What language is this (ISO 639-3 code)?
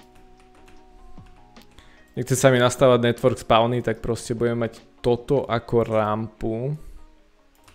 slk